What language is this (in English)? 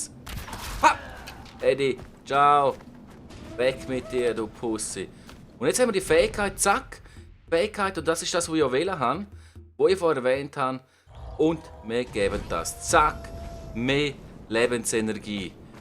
Swiss German